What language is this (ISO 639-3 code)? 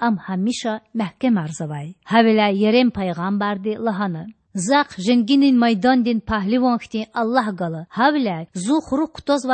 lez